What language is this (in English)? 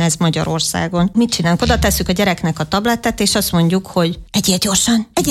Hungarian